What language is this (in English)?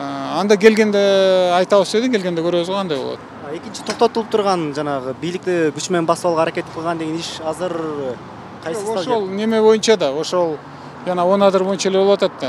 Kyrgyz